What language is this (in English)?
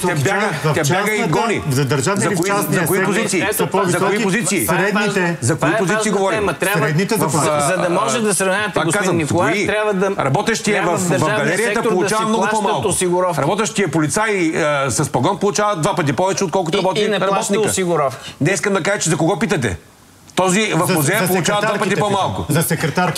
Bulgarian